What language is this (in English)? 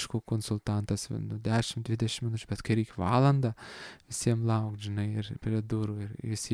Lithuanian